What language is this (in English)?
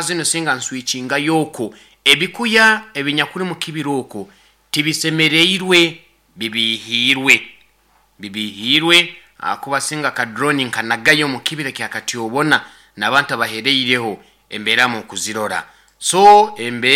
Nyoro